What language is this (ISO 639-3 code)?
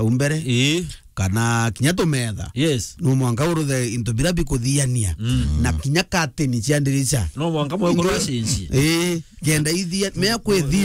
mer